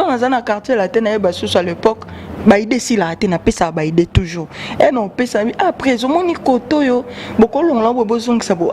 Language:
Lingala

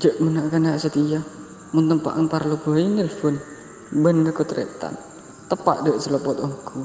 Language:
Madurese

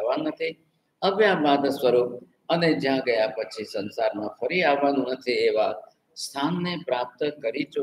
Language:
Gujarati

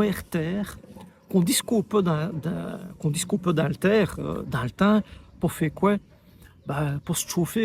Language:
Walloon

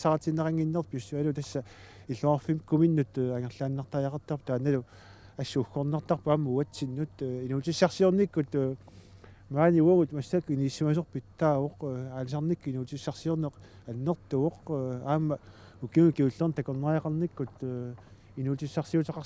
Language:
Kalaallisut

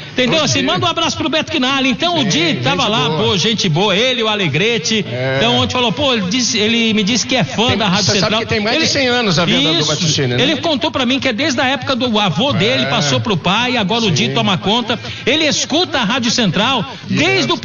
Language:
Portuguese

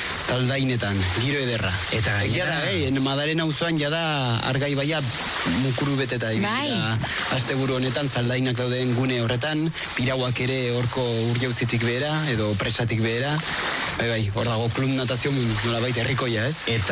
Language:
Basque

